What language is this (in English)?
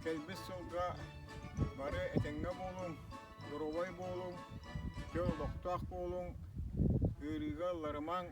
Yakut